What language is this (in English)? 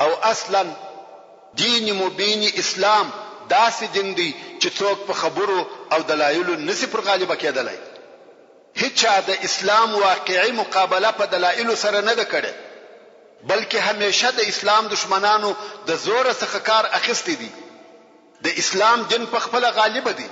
Pashto